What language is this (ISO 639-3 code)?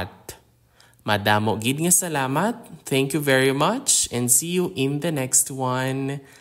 hil